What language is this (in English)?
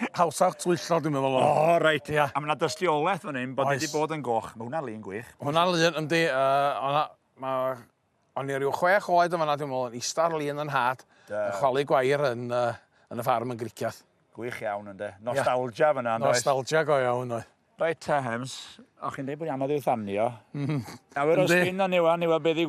Welsh